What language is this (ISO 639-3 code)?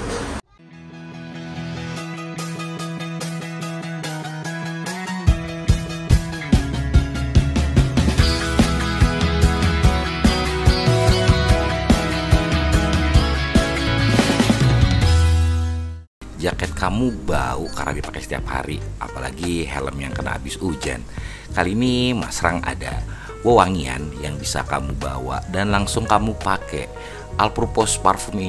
ind